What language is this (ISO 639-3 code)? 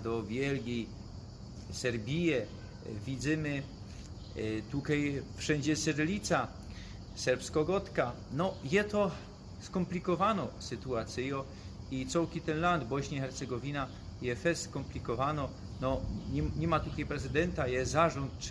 szl